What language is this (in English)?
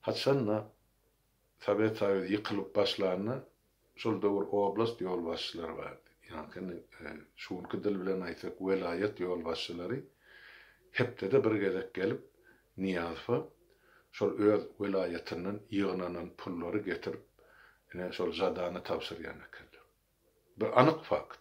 Turkmen